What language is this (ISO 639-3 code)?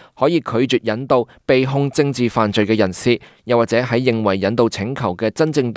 yue